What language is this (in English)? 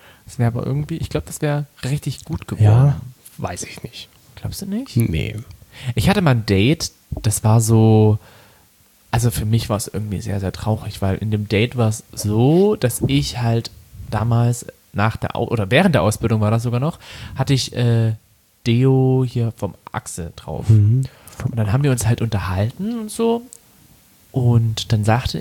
German